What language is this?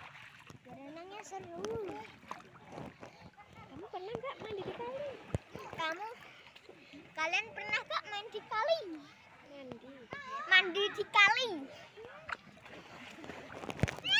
Indonesian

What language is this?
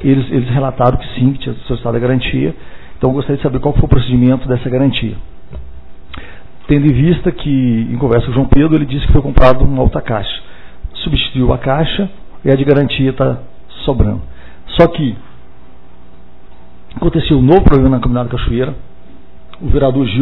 Portuguese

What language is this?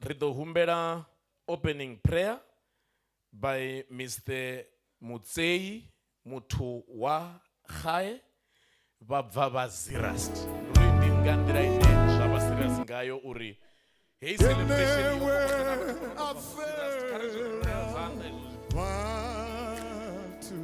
Venda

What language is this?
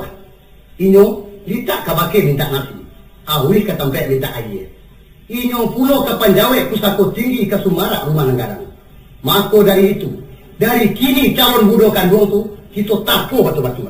Minangkabau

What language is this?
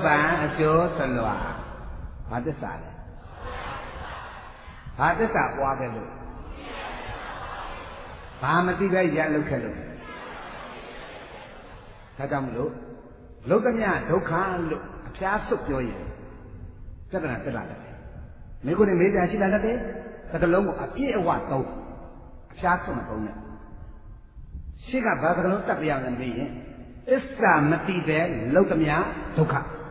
Burmese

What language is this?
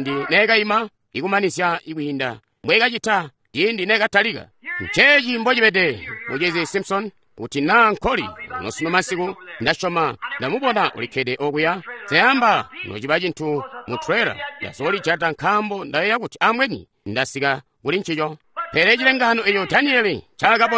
Tonga (Zambia)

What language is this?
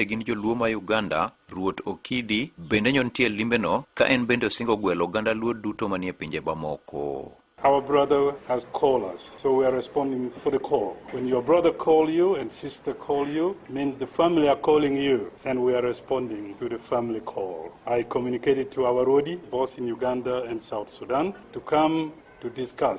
Luo (Kenya and Tanzania)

